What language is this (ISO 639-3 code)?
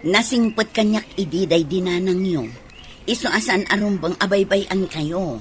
ilo